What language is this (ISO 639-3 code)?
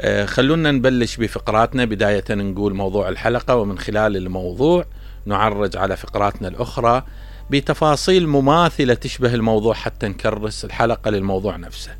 acm